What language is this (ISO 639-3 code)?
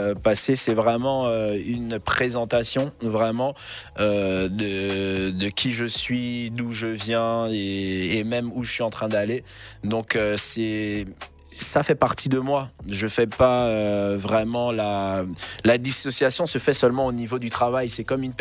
fra